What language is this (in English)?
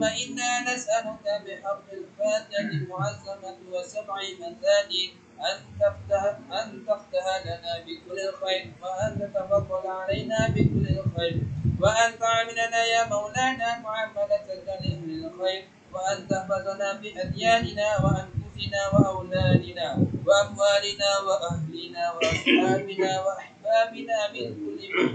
Arabic